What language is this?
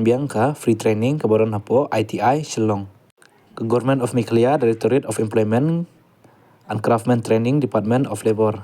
Khasi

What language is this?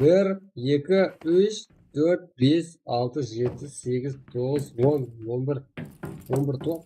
Kara-Kalpak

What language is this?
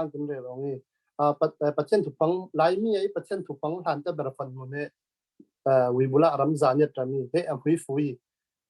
Falam Chin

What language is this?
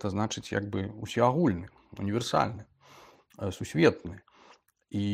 Belarusian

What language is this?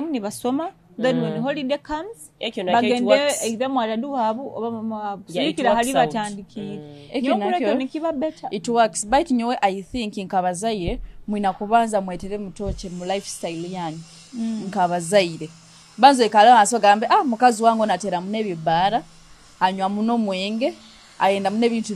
Nyoro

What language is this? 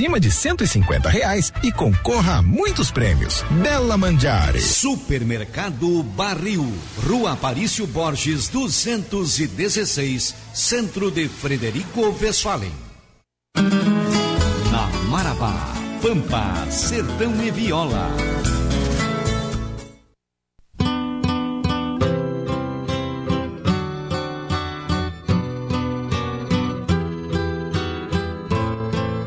Portuguese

